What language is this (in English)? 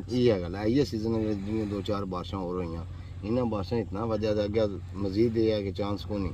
Pahari-Potwari